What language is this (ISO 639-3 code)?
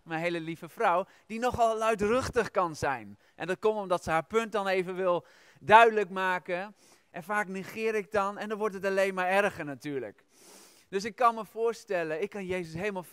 nld